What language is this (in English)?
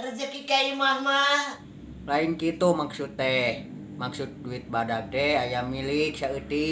Sundanese